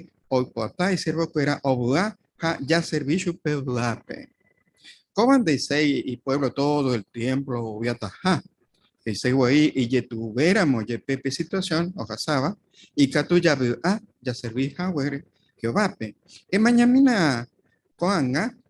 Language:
Guarani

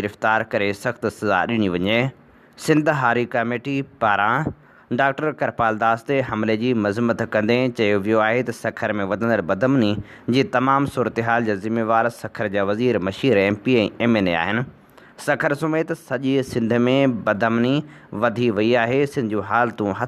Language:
Sindhi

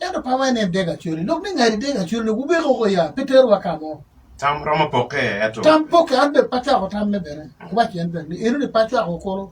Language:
Acoli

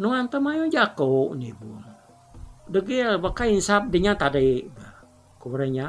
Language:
Iban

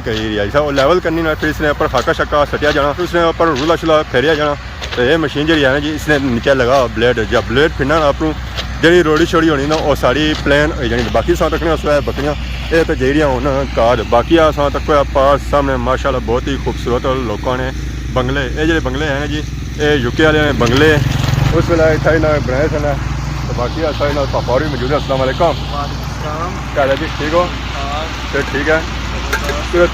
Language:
Pahari-Potwari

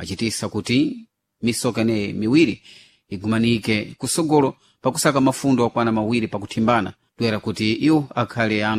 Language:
Sena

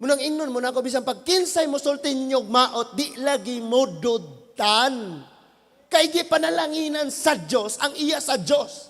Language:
Cebuano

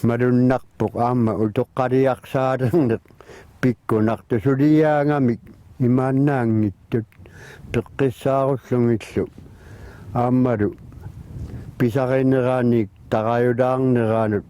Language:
Kalaallisut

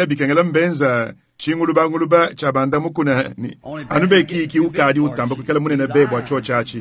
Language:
Luba-Lulua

